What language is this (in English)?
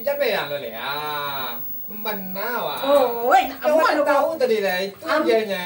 Minangkabau